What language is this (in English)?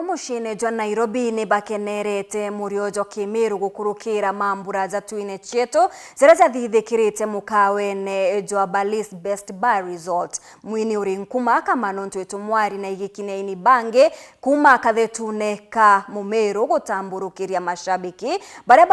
Meru